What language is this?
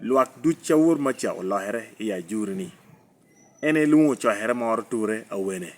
Lango (Uganda)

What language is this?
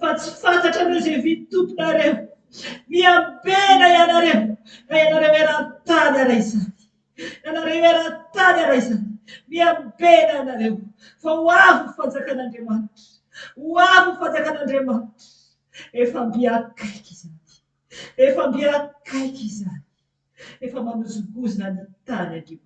Malagasy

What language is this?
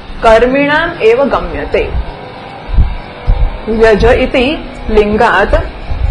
Gujarati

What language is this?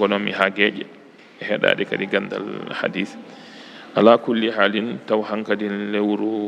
Fula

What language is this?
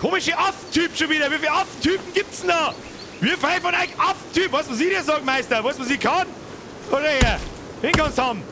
Bavarian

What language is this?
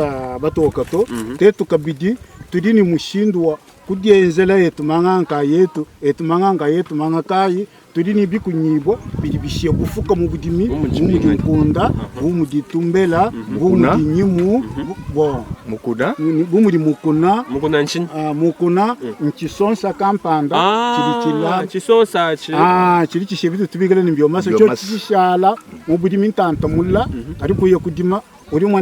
Luba-Lulua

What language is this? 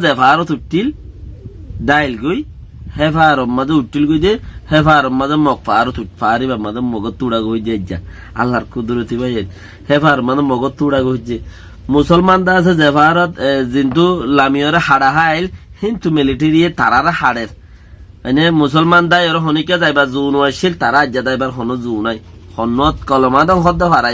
Rohingya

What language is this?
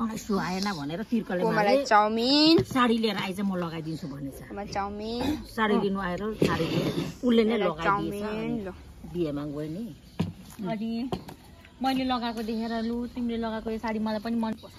Nepali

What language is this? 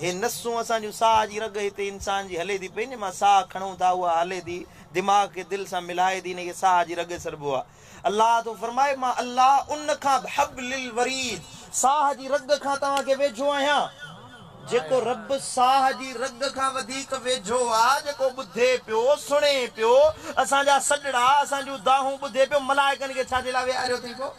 Sindhi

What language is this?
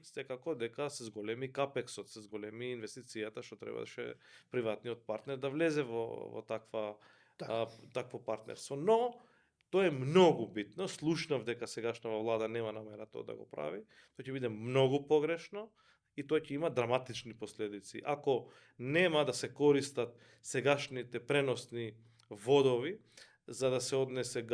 Macedonian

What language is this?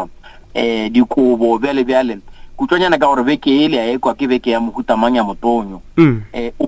Northern Sotho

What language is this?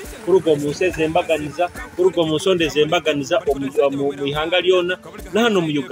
Nyoro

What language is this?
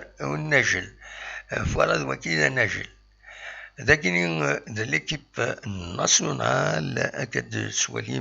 Kabyle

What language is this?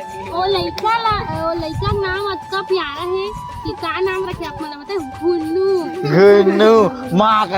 Chhattisgarhi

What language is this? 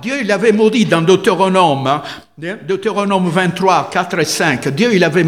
French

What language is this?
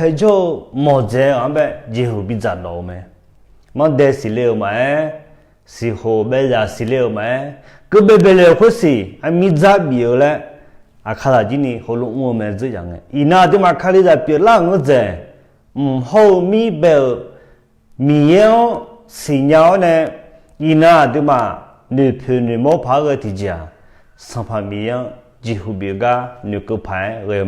Akha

